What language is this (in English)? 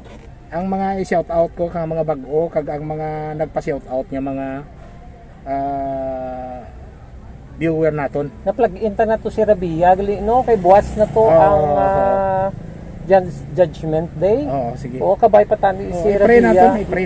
Hiligaynon